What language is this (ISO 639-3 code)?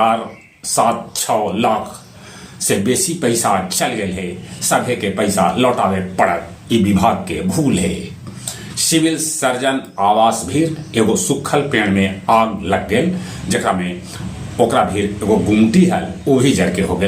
mag